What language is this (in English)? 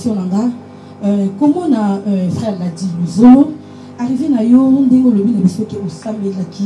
Lingala